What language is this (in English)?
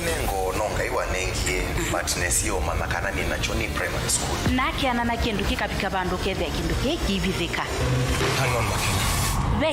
Kamba